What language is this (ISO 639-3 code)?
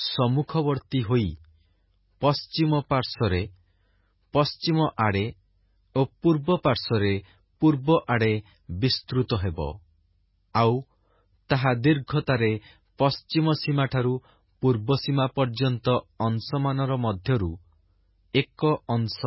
ori